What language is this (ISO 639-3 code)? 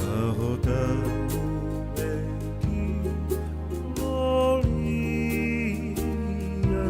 ton